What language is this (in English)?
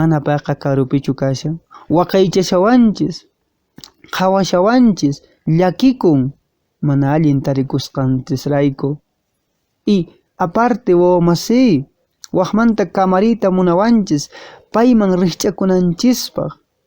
Quechua